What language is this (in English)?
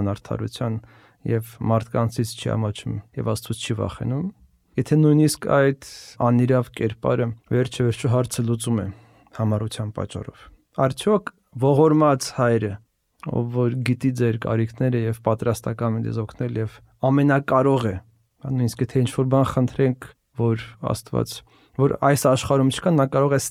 Armenian